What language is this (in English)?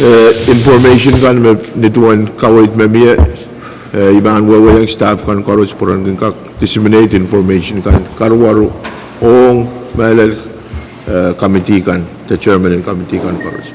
Pohnpeian